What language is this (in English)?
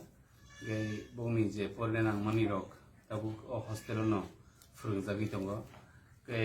Kok Borok